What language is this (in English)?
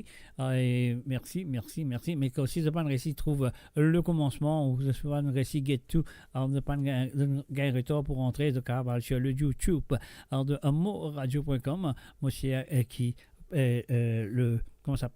Morisyen